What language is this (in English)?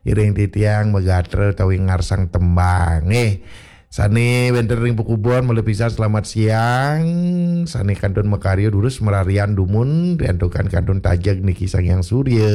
Balinese